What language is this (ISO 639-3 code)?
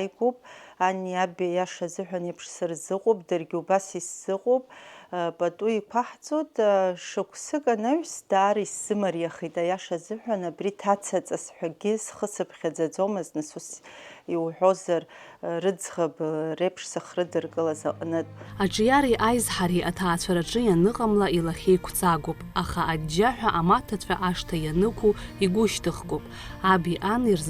abk